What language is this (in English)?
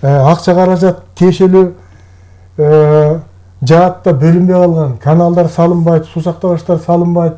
Kyrgyz